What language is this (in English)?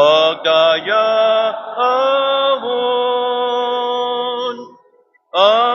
Waray